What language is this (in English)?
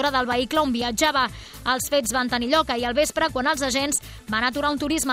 Catalan